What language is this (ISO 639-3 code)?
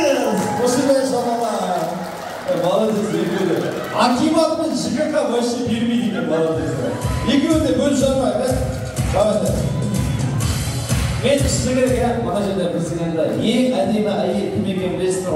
kaz